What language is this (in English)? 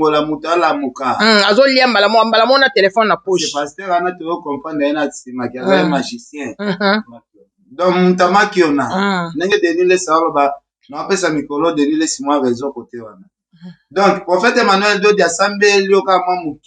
Lingala